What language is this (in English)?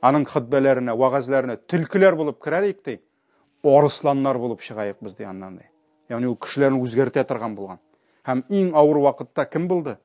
Tatar